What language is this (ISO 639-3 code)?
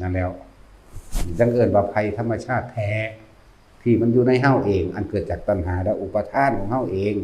lao